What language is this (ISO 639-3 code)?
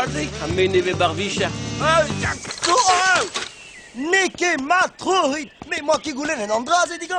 bre